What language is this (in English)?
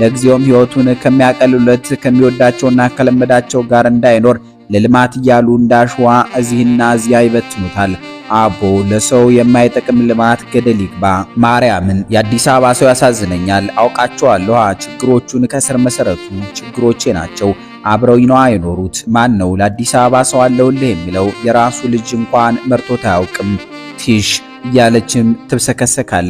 Amharic